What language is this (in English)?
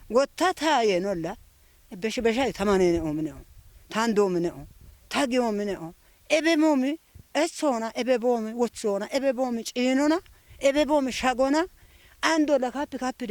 Kafa